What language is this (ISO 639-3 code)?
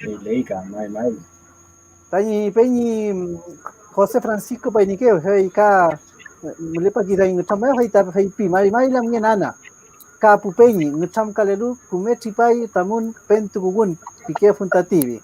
arn